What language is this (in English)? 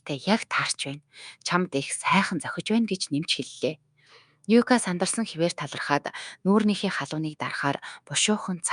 Mongolian